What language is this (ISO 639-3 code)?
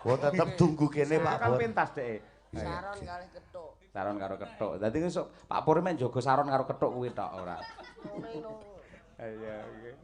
jav